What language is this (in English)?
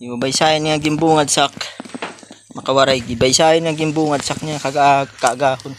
Waray